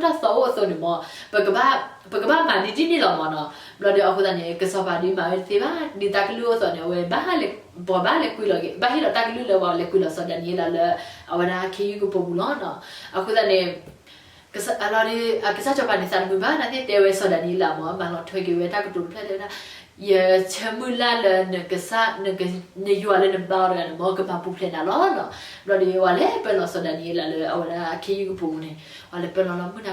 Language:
S'gaw Karen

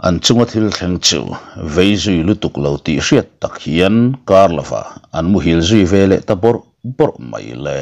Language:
Mizo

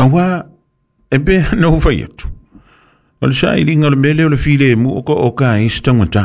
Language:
Samoan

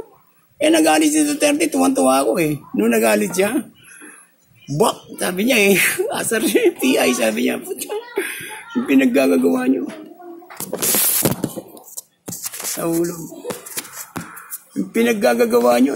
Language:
Filipino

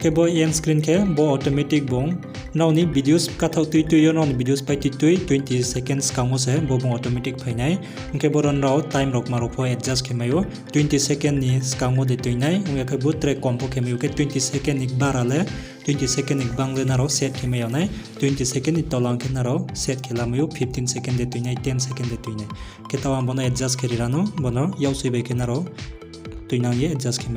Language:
Riang (India)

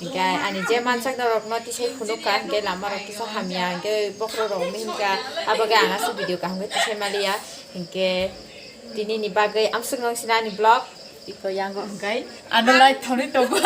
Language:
Kok Borok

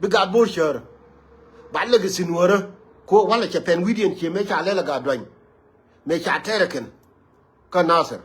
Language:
Nuer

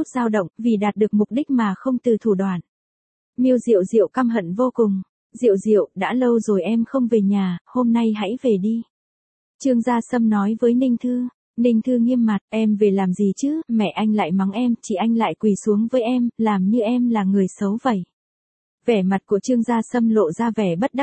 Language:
Vietnamese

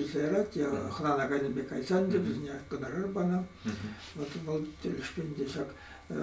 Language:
Chuvash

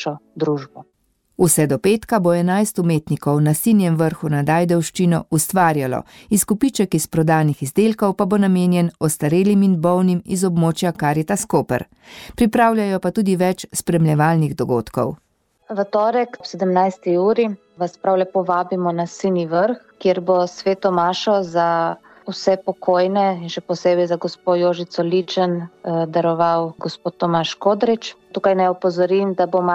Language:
Slovenian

